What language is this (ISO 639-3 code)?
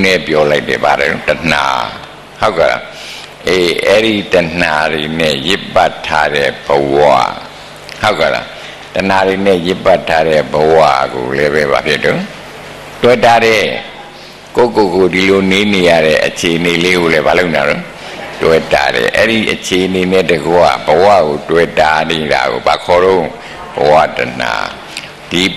mya